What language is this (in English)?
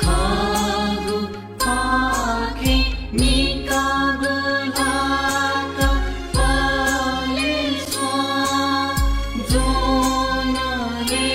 Newari